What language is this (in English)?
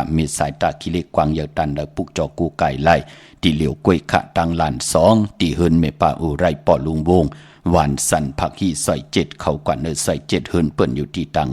Shan